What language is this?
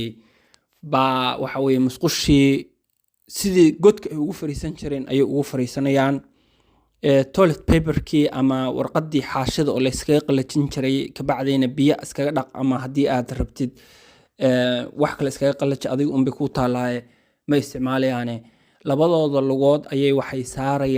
Somali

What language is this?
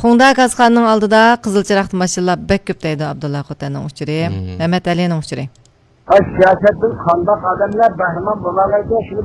Uyghur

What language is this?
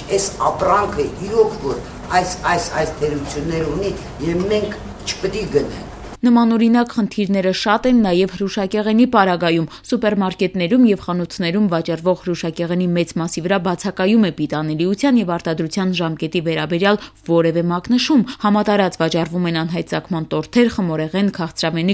Armenian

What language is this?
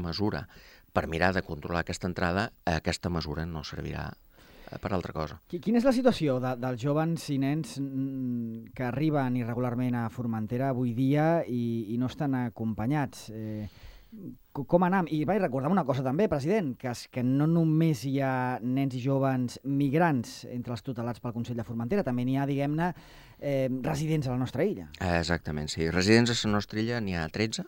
Catalan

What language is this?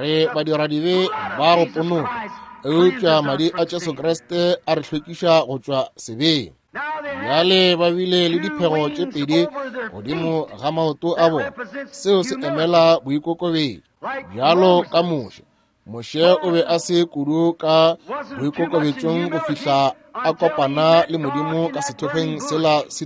Northern Sotho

